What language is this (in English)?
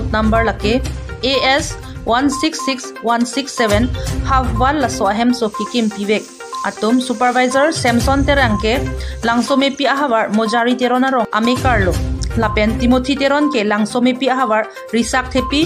Karbi